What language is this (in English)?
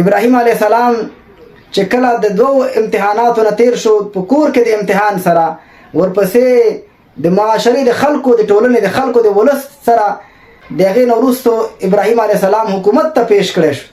Pashto